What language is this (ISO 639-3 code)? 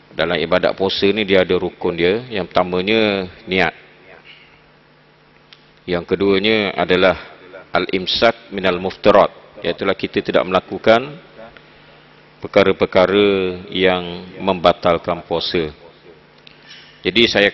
msa